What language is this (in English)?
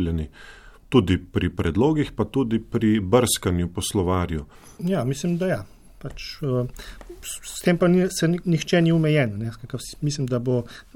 Slovenian